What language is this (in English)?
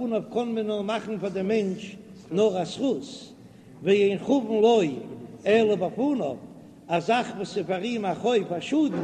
Yiddish